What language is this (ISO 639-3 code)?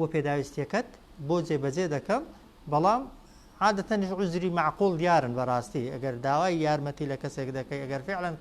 ckb